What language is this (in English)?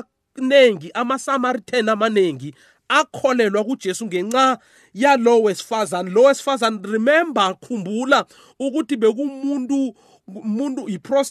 South Ndebele